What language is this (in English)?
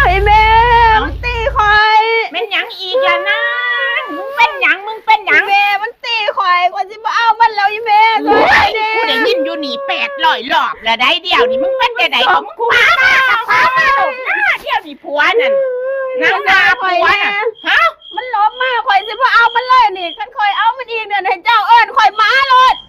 Northeastern Thai